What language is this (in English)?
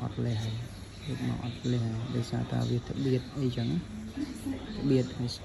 Khmer